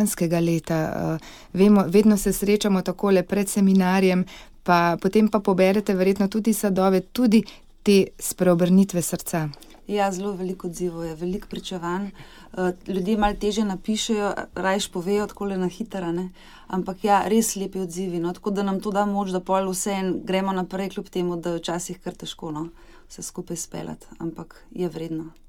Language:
Slovenian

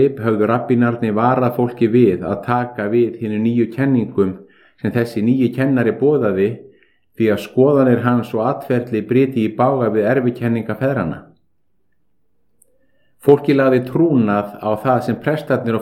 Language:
Icelandic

